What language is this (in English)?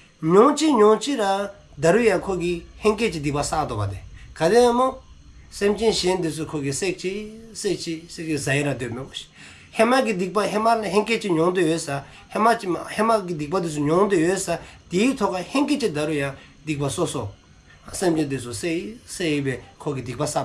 Dzongkha